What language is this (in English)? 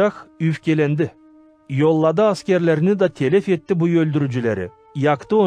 Gagauz